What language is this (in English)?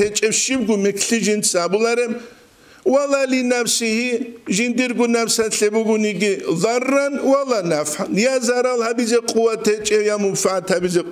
Avaric